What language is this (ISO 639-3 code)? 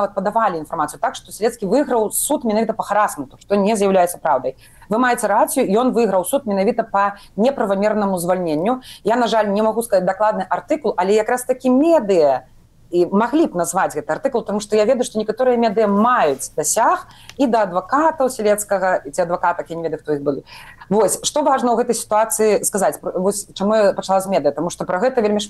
bel